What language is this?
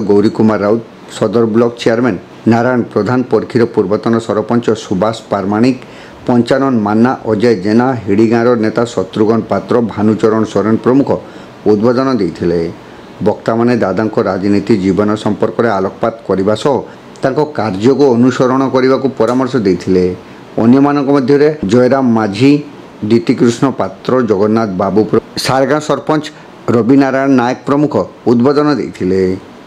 Odia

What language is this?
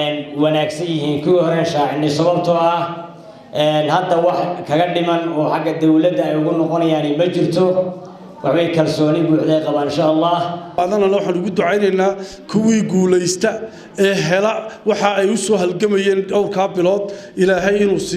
Somali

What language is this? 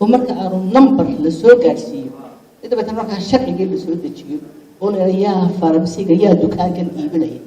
Somali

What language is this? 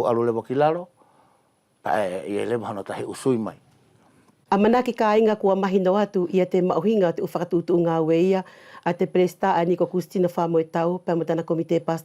Wallisian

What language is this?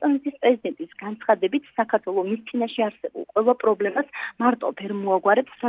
Georgian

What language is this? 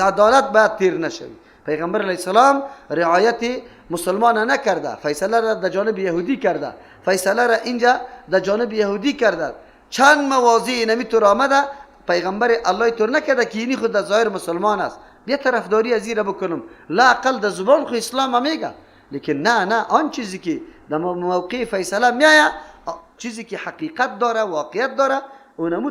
Persian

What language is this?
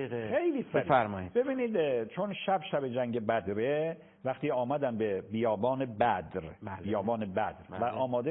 Persian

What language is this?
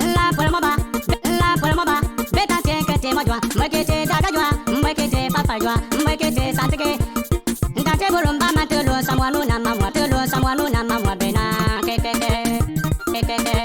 Bimoba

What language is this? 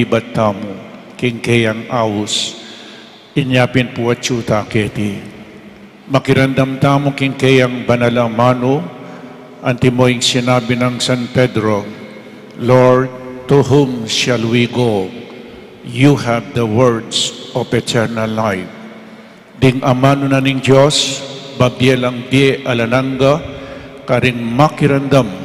Pampanga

